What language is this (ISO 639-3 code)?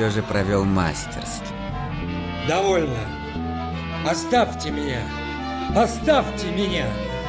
rus